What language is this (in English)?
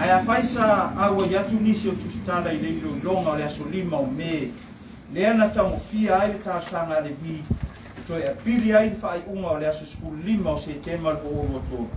Samoan